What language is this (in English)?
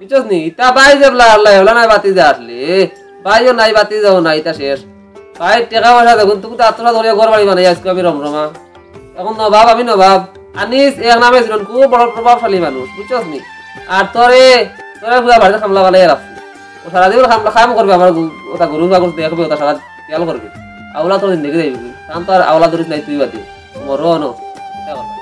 Sylheti